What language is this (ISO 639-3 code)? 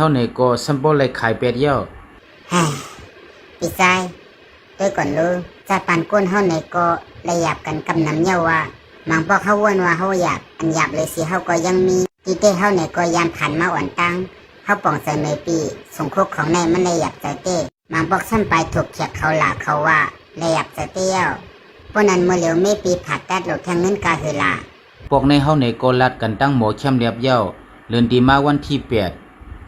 shn